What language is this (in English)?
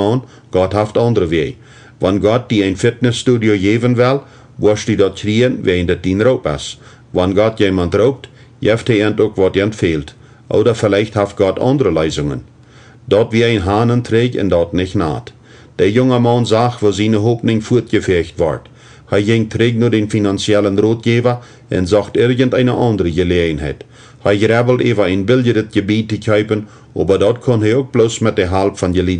Plautdietsch